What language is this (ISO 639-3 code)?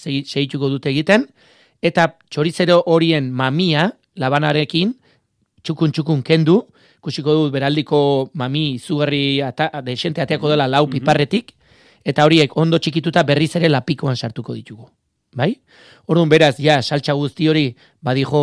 eus